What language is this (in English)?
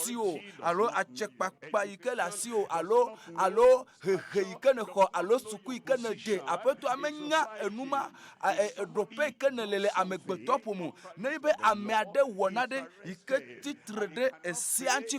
Ewe